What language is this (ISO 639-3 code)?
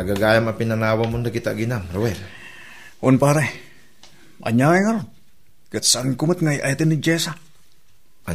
ilo